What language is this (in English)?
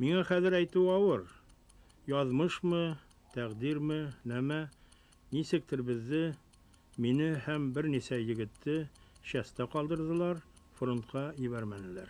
Bashkir